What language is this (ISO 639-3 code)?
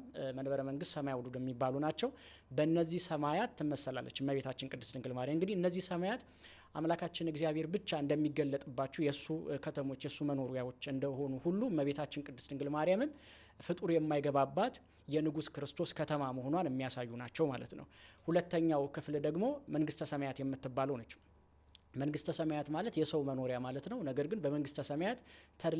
amh